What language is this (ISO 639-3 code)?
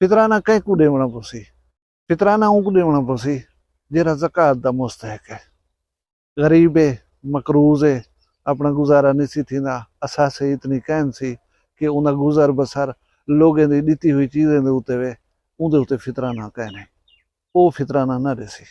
skr